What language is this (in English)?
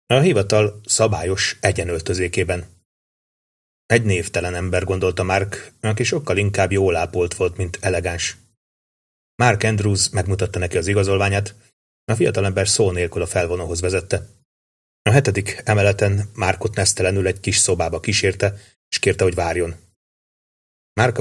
Hungarian